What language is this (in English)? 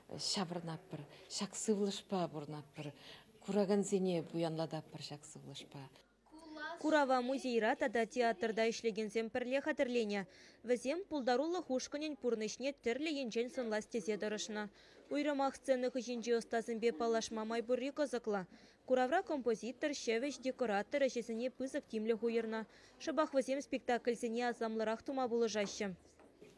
Chuvash